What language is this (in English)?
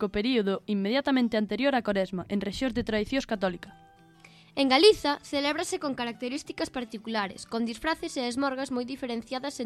Galician